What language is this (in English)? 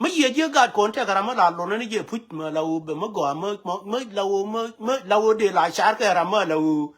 Nuer